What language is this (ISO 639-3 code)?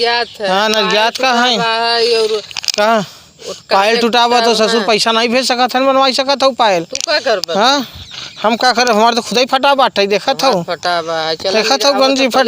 awa